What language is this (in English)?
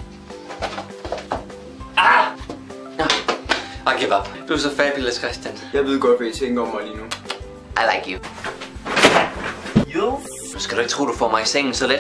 Danish